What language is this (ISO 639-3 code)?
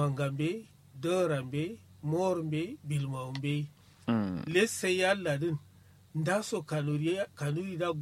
kau